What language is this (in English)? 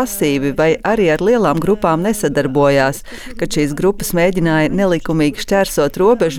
Latvian